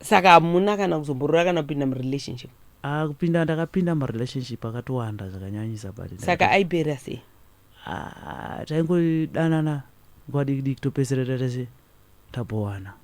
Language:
Shona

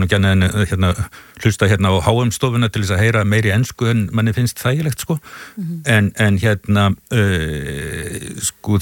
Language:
Icelandic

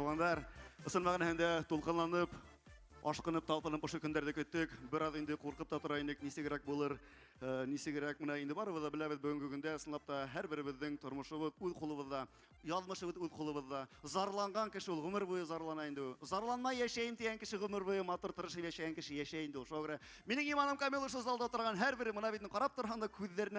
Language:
Bashkir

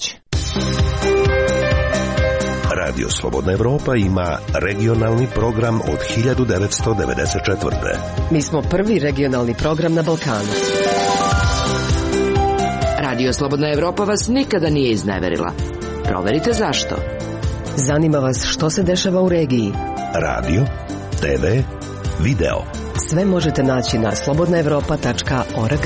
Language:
Serbian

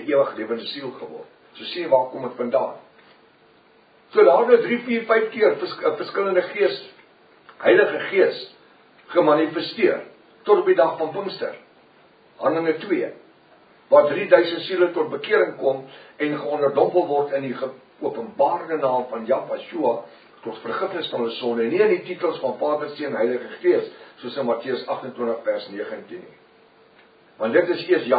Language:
Afrikaans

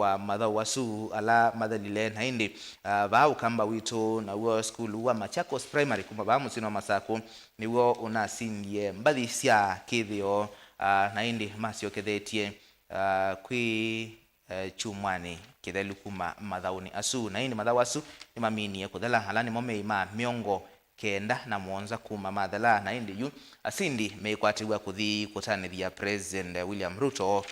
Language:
Kamba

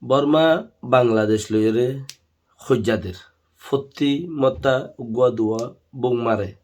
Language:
Rohingya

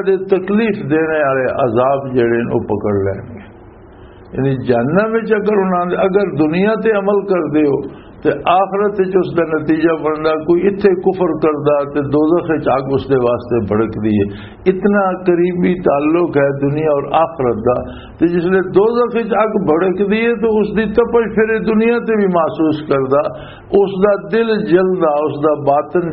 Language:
Western Panjabi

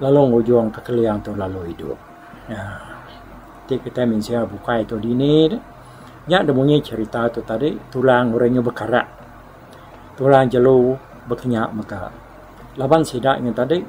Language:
Iban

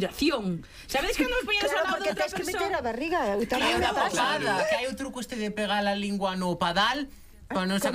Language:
Galician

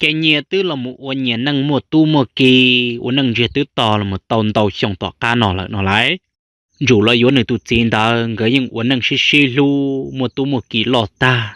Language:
Hmong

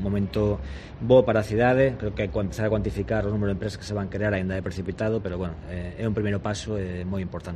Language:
Galician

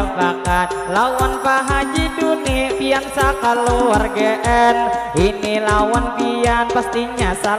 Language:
Banjar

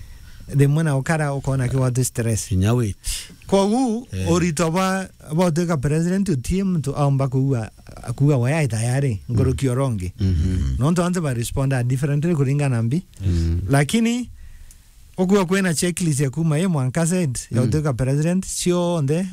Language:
Meru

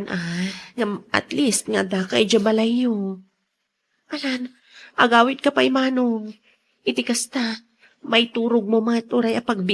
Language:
Iloko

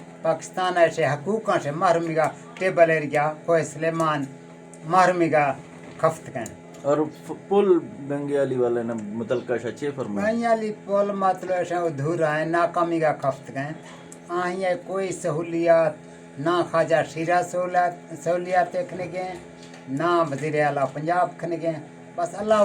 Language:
Eastern Balochi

